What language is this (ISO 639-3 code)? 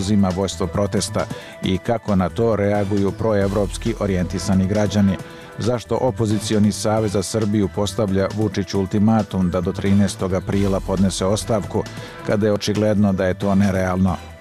srp